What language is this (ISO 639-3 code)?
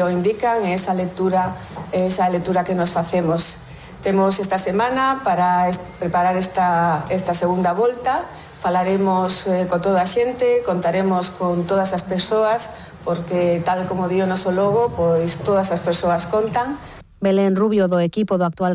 glg